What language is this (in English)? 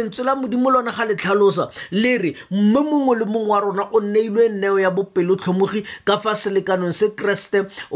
Tswana